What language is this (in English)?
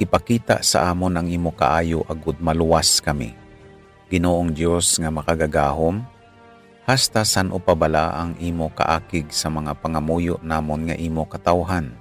Hiligaynon